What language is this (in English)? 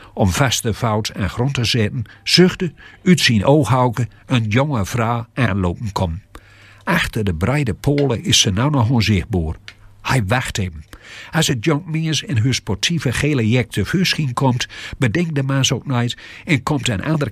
Gronings